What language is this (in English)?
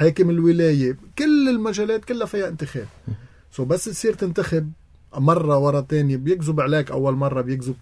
North Levantine Arabic